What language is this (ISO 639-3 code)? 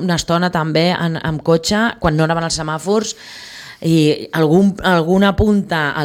cat